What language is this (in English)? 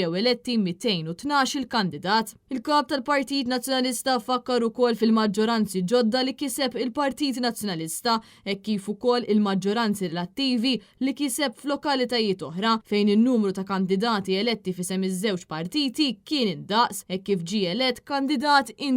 Maltese